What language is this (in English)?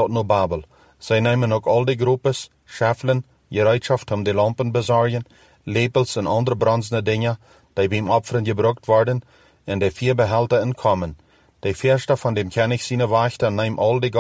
Plautdietsch